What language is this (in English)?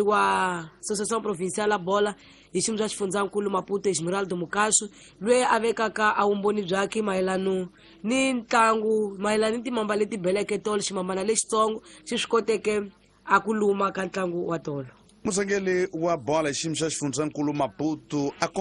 Tsonga